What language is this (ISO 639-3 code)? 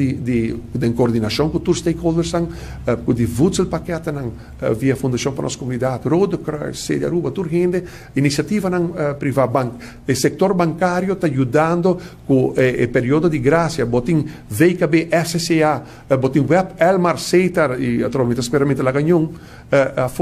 pap